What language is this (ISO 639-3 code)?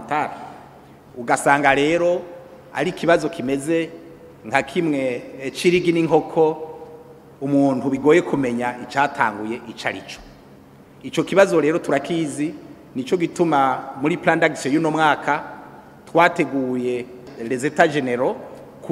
run